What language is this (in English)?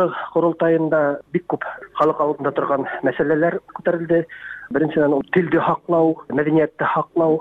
Tatar